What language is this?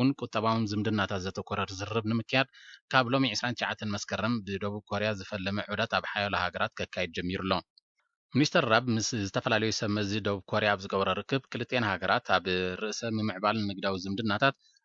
Tigrinya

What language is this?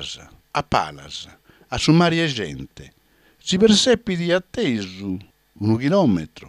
Sardinian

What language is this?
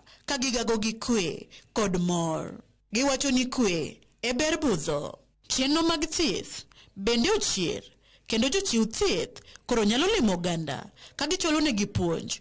Luo (Kenya and Tanzania)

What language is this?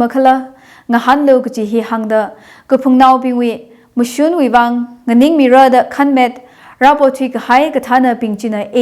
Tangkhul Naga (India)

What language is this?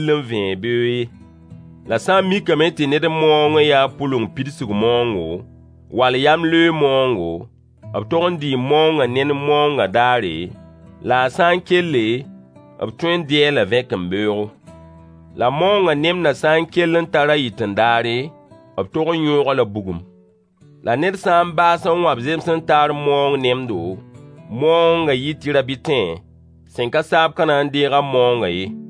Mossi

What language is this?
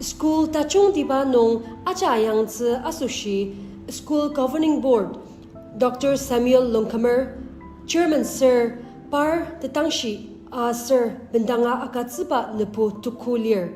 Ao Naga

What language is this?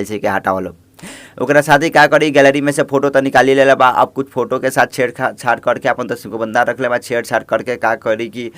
Bhojpuri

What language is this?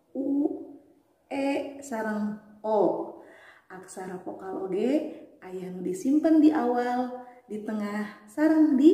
Sundanese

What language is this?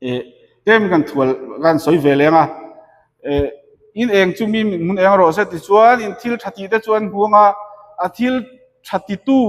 Mizo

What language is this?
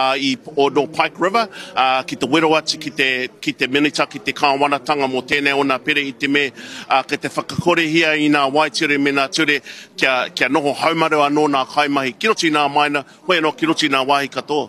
Māori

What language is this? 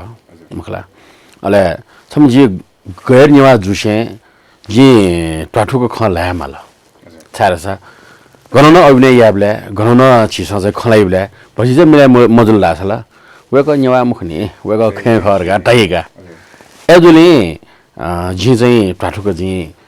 Newari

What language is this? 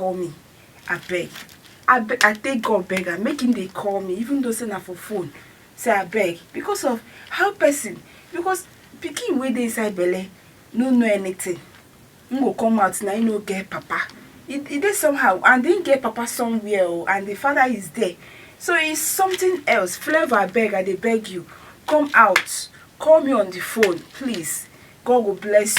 Nigerian Pidgin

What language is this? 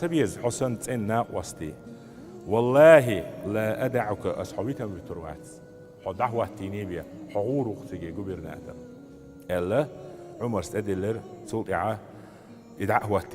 Chechen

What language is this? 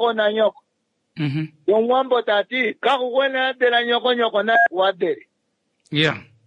Kuanyama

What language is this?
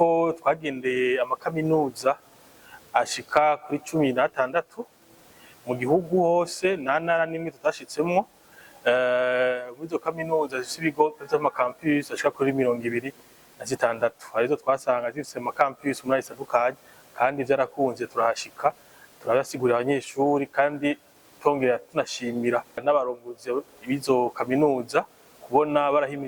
Rundi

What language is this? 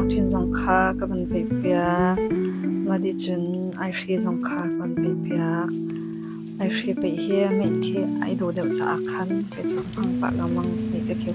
Hakha Chin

